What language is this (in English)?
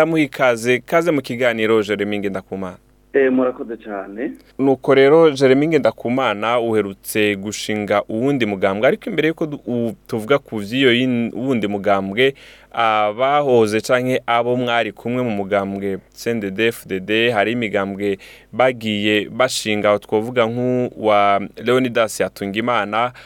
Rundi